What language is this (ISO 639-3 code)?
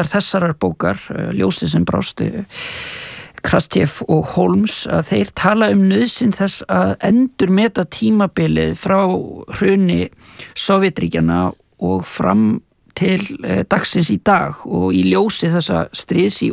isl